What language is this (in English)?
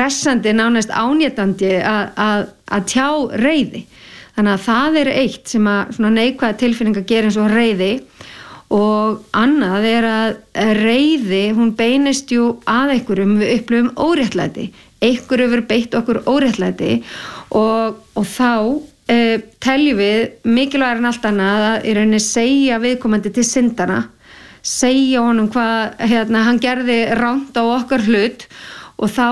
Icelandic